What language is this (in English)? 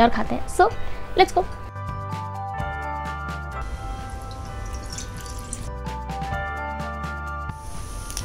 Hindi